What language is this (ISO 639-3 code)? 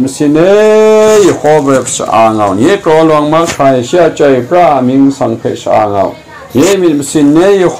kac